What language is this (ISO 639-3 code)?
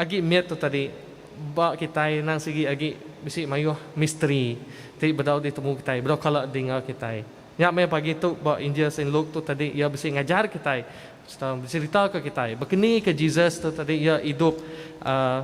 iba